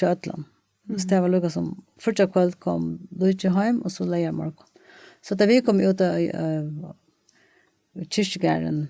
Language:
Faroese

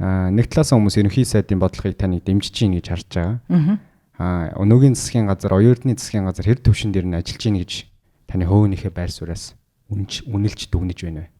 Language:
Mongolian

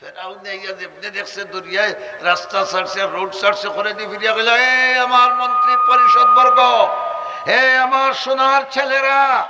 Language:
Sylheti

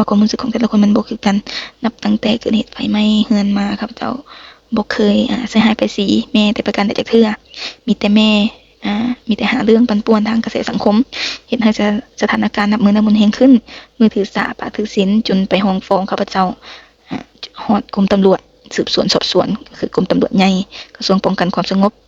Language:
Lao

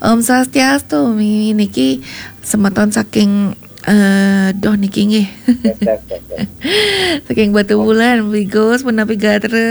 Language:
Balinese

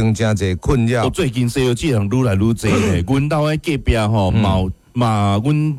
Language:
Min Nan Chinese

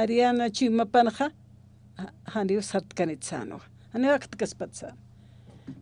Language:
Aymara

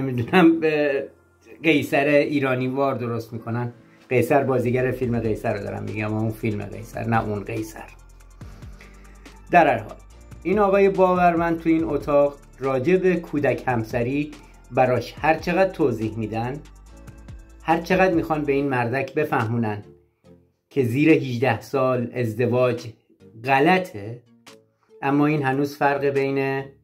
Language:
Persian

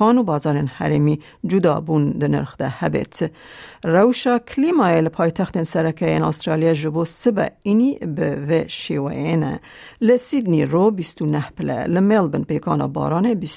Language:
Kurdish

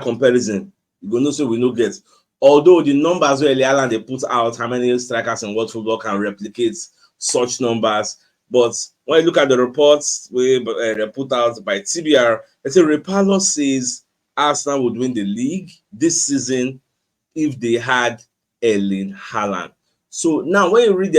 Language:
Nigerian Pidgin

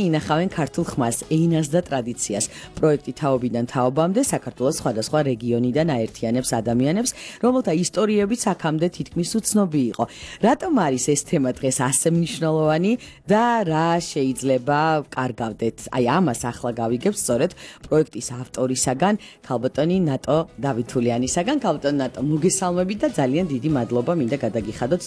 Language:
Georgian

